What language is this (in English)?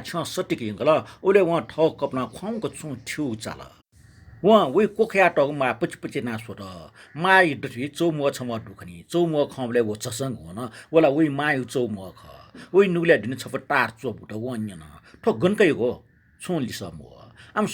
Newari